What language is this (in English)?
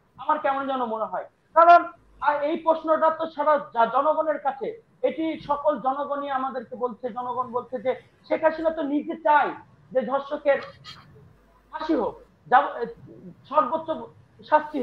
Bangla